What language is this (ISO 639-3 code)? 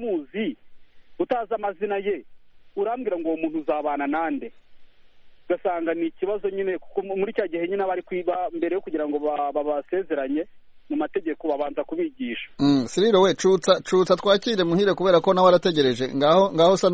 kin